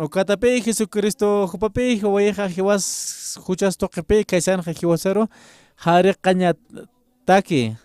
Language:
Aymara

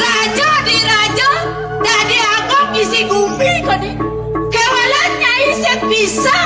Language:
Balinese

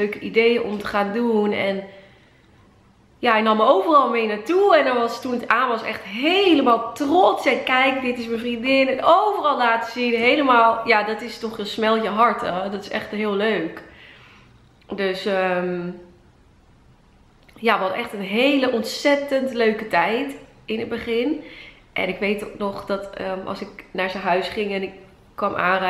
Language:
Dutch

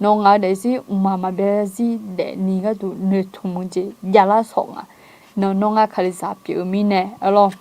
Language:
Akha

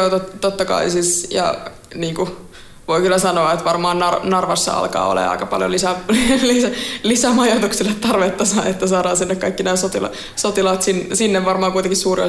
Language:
Finnish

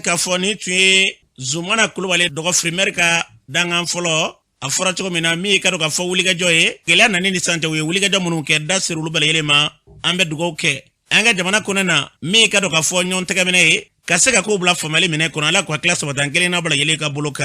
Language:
Bambara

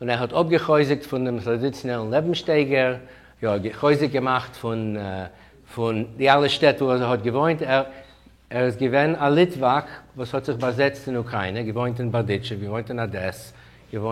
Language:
Yiddish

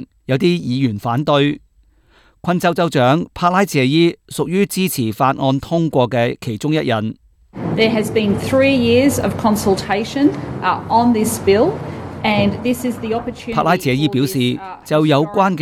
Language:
Cantonese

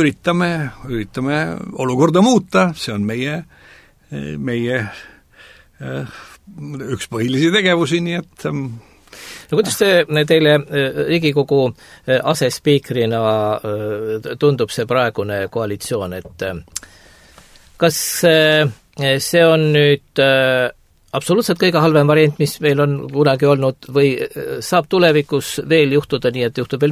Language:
Estonian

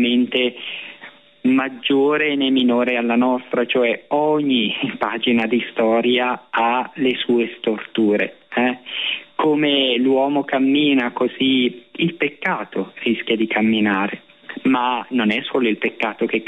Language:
Italian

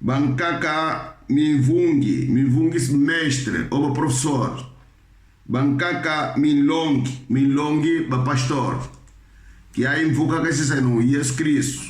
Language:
Kongo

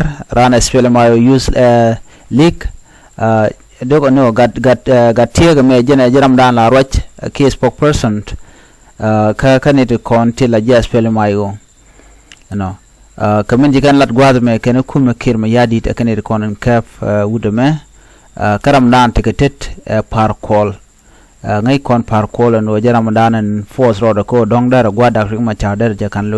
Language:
Nuer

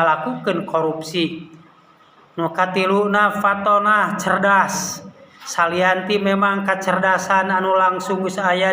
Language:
Sundanese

